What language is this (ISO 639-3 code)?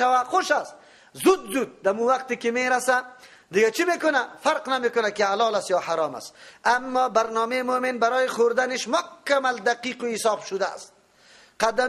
fas